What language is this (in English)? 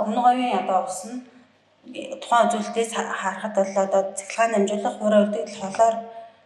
Mongolian